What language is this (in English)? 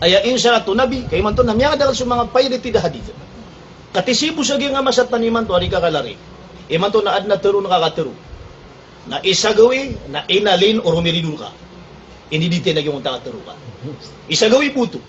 Maranao